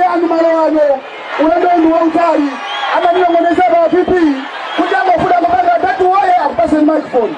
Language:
Nyanja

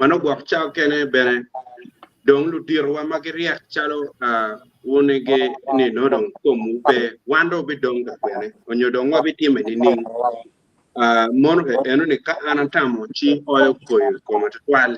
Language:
Acoli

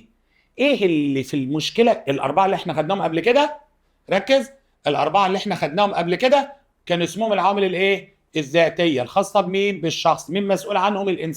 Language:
Egyptian Arabic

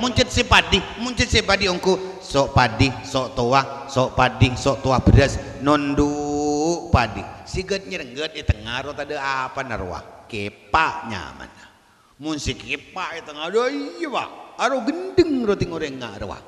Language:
Madurese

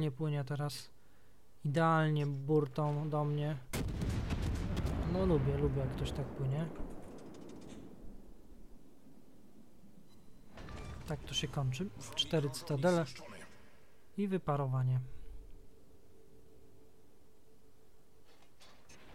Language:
Polish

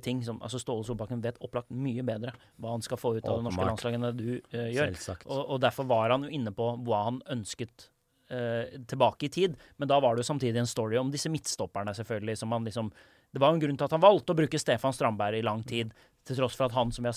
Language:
Norwegian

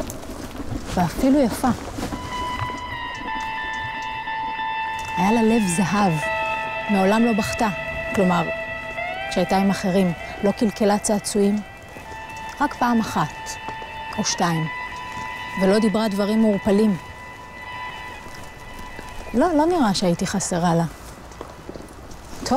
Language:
Hebrew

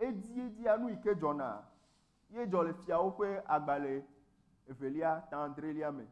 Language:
Ewe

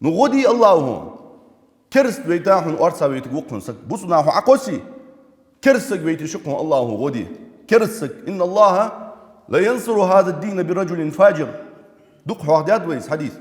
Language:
Ingush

